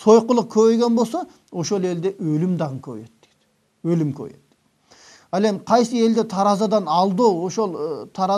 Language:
Kyrgyz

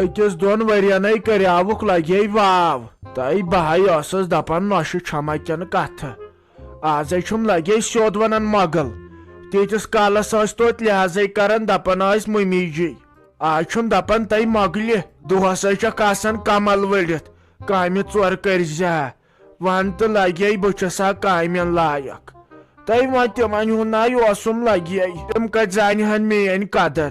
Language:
Kashmiri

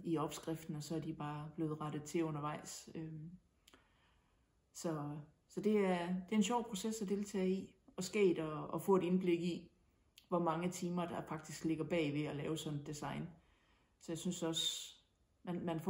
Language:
Danish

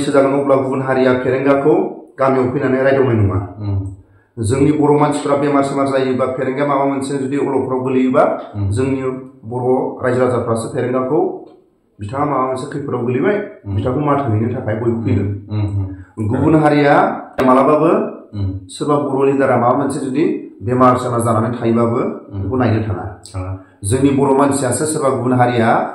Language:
Bodo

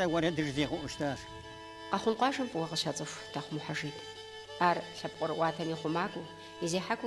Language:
Kabardian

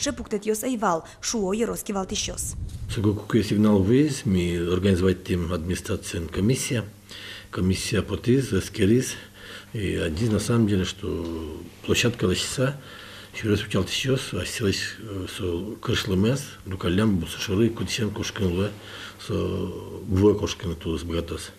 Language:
Udmurt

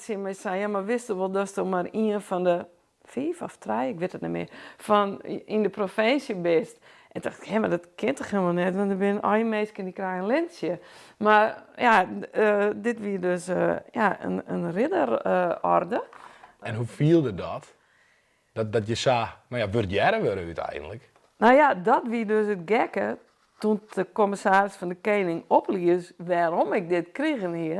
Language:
Western Frisian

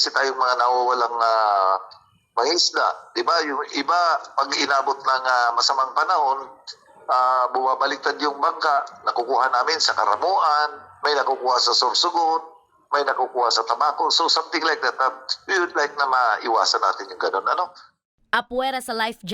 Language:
Bikol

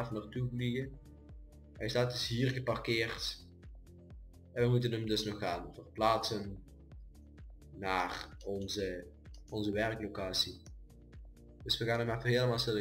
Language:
Dutch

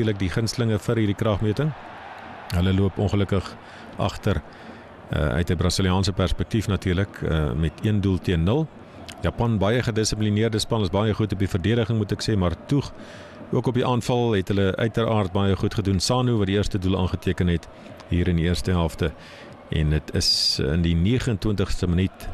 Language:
Afrikaans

